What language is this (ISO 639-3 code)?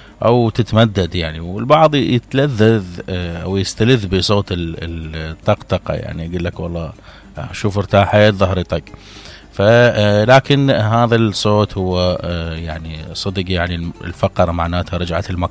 acm